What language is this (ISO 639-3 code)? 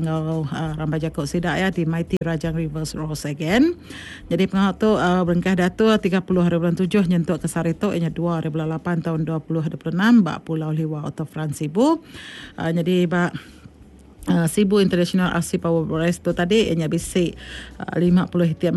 iba